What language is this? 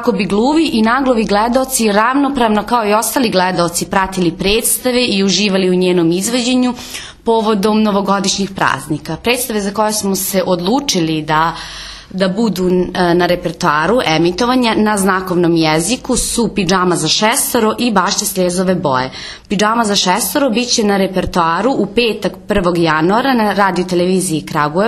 Serbian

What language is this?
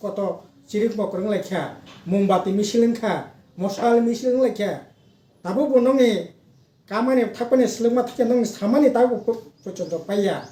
Kok Borok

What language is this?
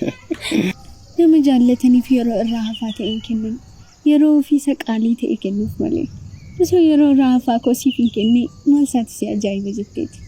Oromo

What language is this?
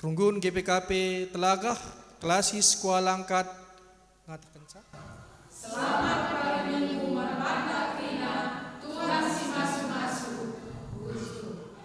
Batak Karo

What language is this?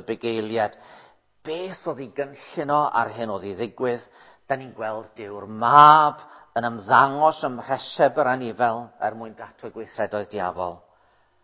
Welsh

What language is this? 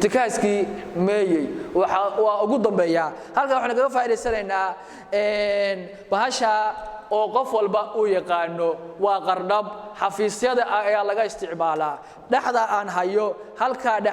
Somali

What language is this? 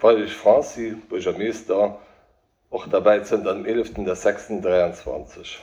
Luxembourgish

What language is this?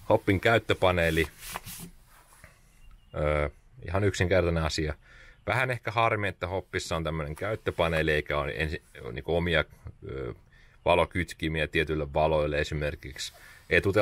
Finnish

